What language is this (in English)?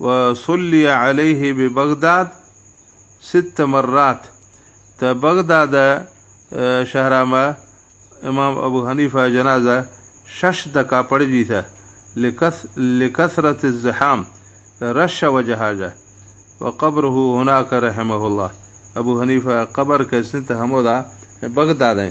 Baluchi